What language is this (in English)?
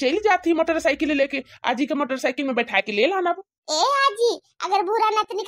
Bhojpuri